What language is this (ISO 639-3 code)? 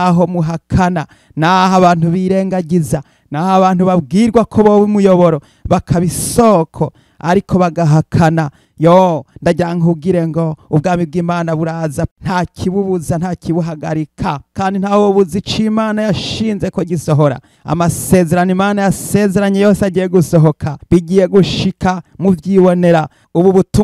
run